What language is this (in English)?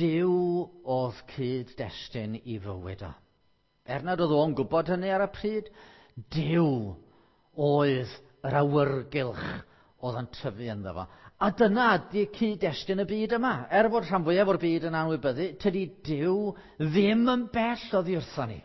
Welsh